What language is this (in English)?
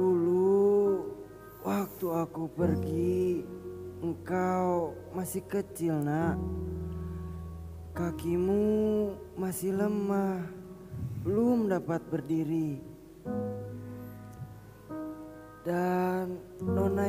Indonesian